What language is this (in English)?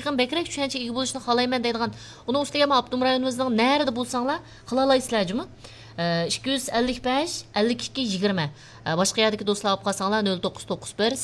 Uyghur